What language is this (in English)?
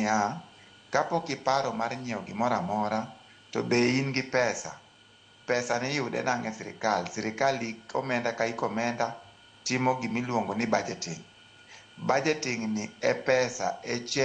Luo (Kenya and Tanzania)